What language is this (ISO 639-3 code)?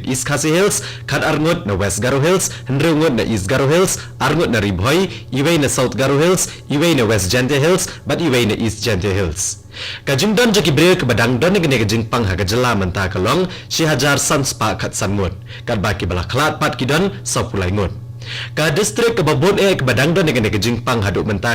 kha